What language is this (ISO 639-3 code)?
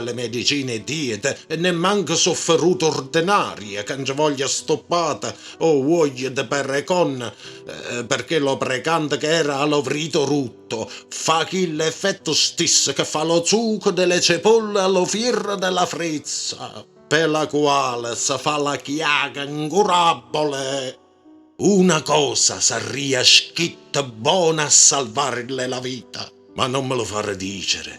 nap